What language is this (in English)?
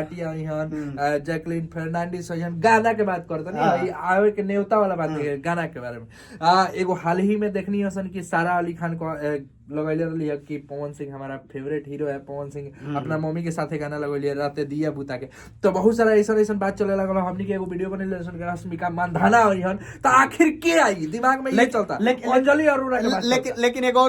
Bhojpuri